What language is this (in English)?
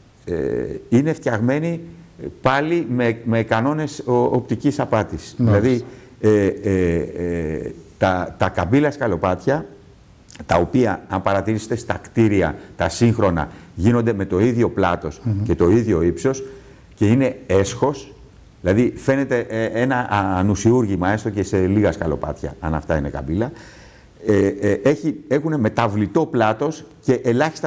Greek